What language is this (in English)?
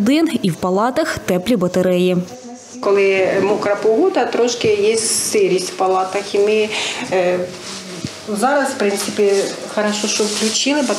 Ukrainian